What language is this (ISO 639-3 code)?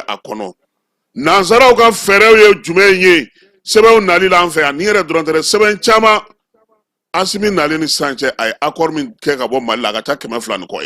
bam